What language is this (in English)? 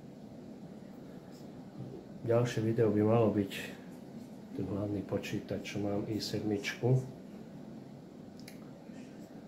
Slovak